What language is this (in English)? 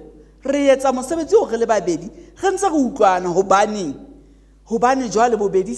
Southern Sotho